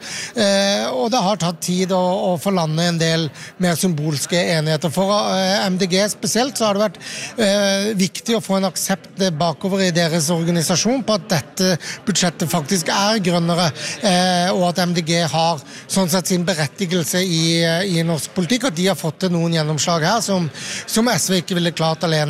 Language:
Norwegian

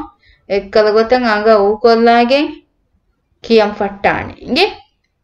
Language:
Divehi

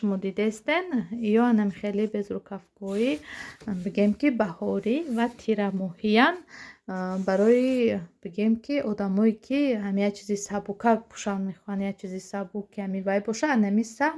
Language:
Tajik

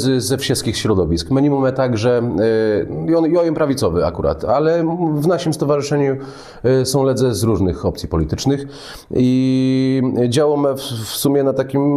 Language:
Kashubian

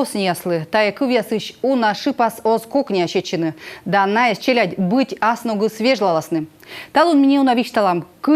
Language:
Komi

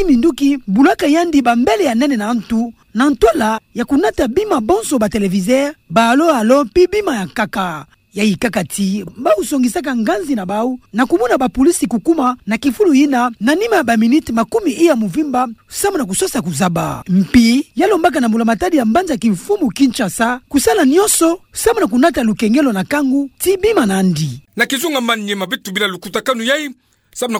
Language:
Kituba (Democratic Republic of Congo)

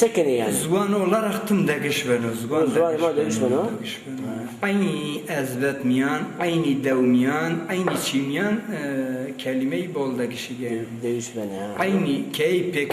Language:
Zaza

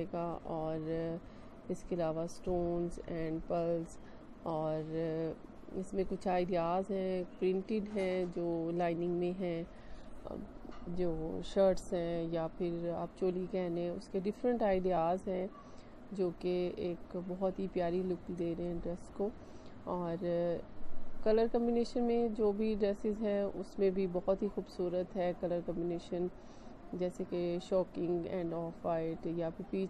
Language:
Hindi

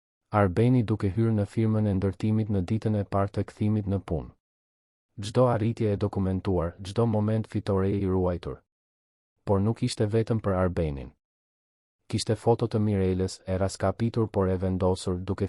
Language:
Albanian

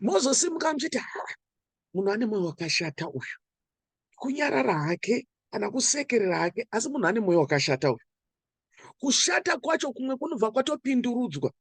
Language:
Shona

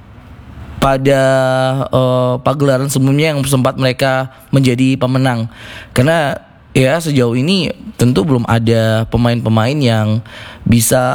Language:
Indonesian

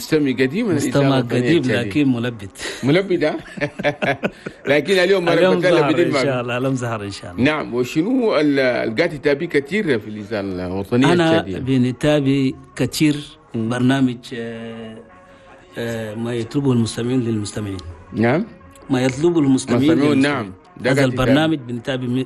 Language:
Chadian Arabic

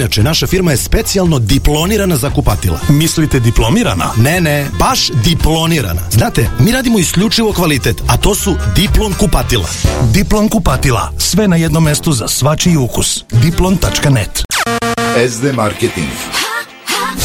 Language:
Serbian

